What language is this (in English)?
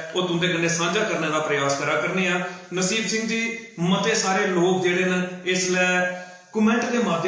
Dogri